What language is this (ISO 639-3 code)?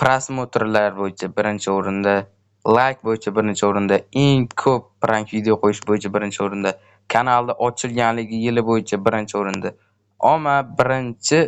uzb